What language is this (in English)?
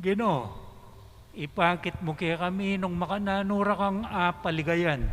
Pampanga